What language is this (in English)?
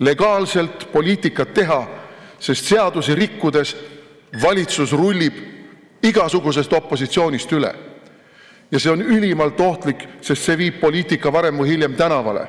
Estonian